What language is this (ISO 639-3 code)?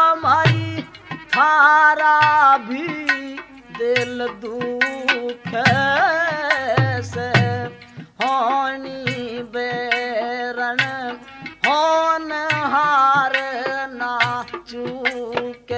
bgc